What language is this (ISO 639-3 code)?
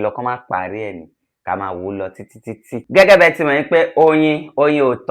yor